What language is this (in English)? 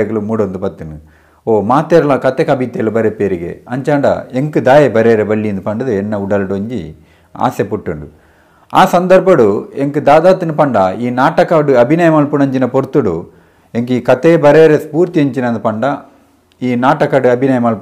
Tulu